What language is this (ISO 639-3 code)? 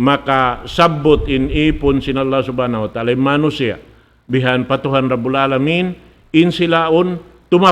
tsg